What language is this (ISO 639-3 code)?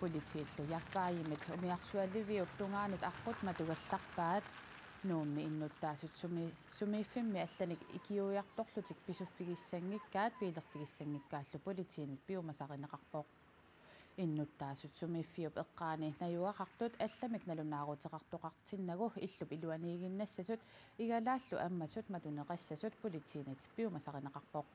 kal